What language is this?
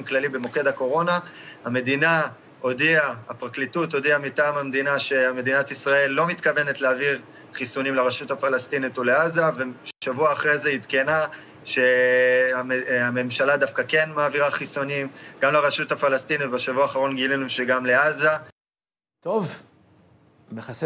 Hebrew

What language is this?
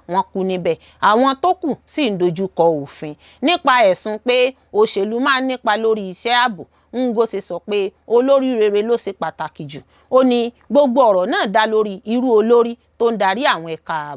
Yoruba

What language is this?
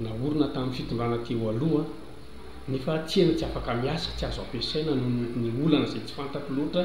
Malagasy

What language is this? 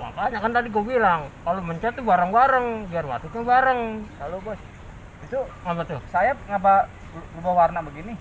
Betawi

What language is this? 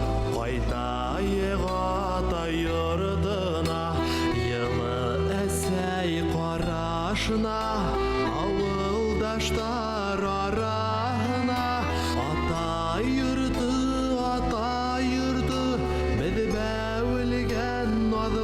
Bashkir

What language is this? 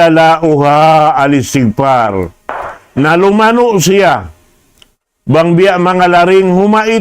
Tausug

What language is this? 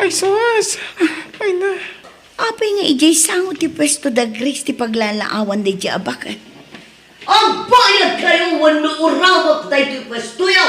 Iloko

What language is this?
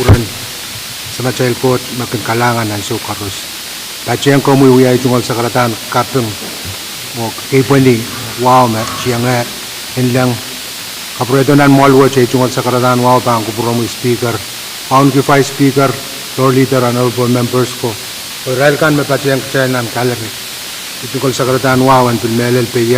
Pohnpeian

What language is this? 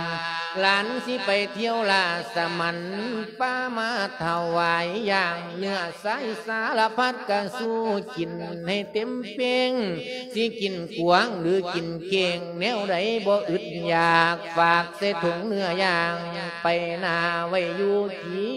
Lao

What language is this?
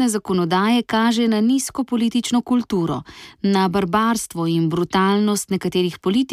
Slovenian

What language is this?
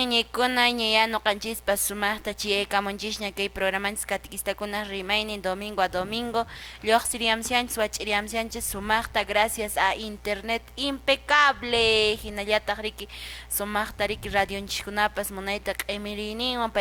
Quechua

